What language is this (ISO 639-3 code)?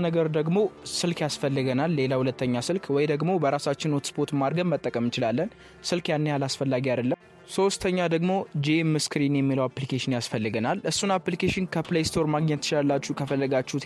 amh